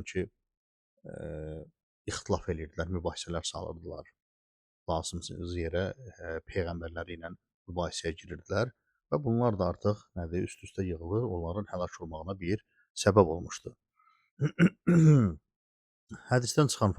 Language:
Azerbaijani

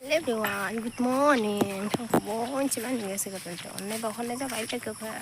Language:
Bodo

